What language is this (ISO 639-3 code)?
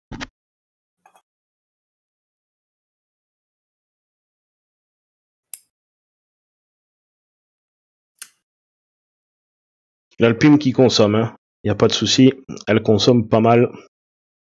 fra